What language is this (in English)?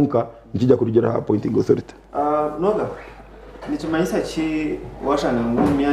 Nyankole